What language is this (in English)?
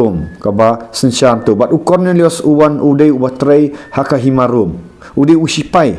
Khasi